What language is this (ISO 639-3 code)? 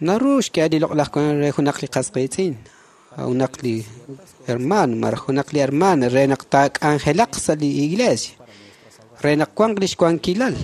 kek